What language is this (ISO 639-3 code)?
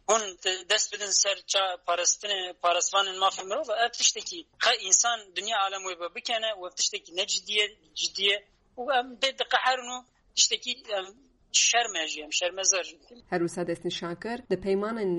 kur